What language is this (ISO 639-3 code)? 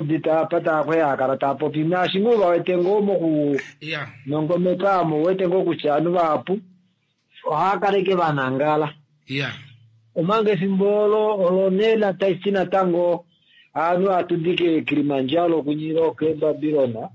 kua